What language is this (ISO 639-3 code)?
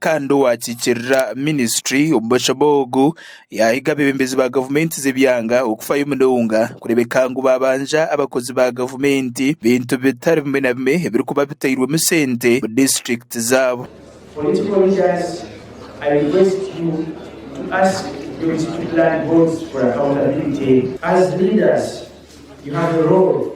nyn